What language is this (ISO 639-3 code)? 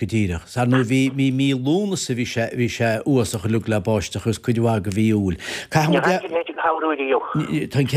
gle